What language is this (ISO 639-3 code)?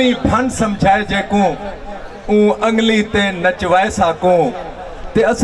skr